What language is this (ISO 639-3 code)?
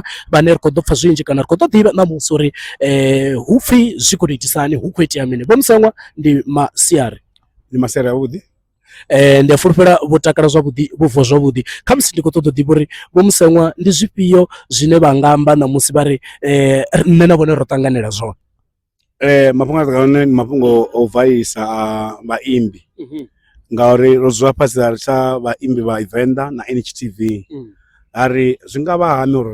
ven